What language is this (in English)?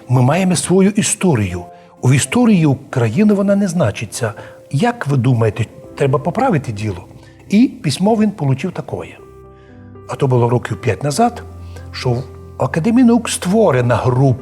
Rusyn